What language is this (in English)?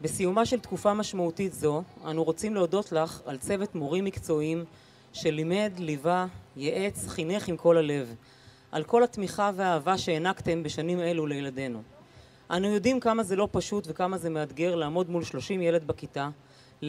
Hebrew